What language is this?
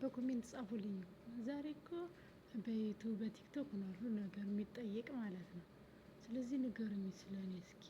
Amharic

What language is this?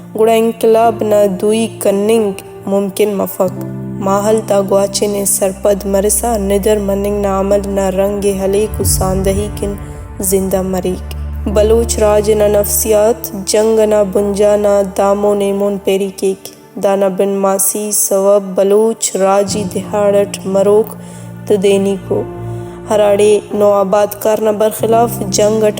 Brahui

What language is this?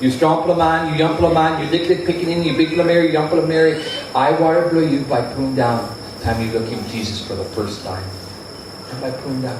Tok Pisin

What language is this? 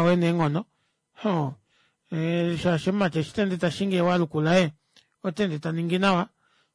Kuanyama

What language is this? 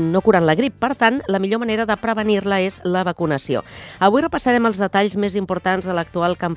Catalan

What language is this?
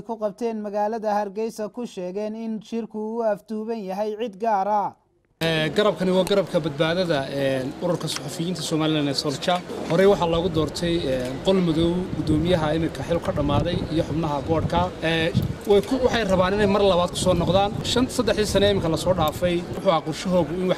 Somali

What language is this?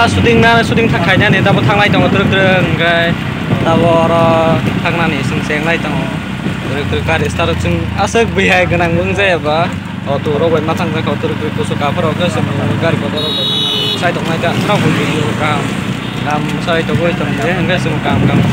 Kok Borok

